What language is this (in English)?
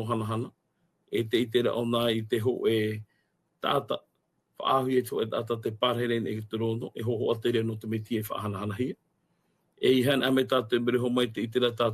Tahitian